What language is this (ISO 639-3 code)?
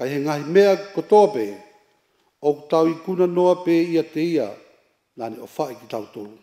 ton